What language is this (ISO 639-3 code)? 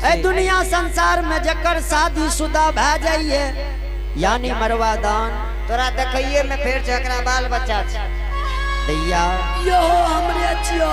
anp